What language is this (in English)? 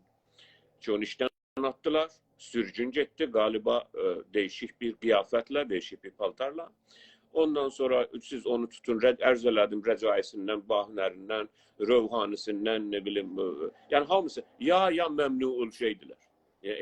South Azerbaijani